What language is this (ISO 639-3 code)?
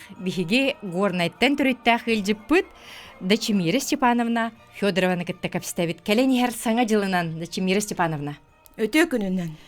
sah